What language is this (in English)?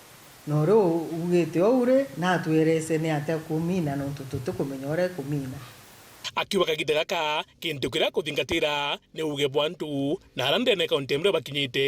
Meru